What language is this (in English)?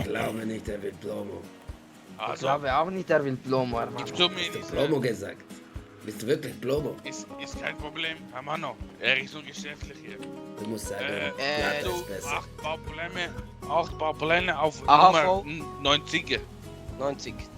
Swiss German